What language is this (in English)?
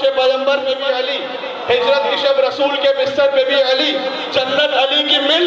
Urdu